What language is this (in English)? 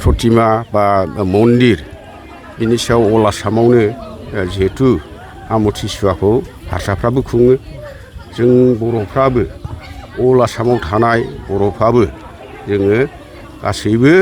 Bodo